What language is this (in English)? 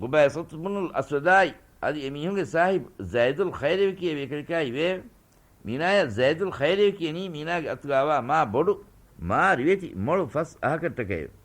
Divehi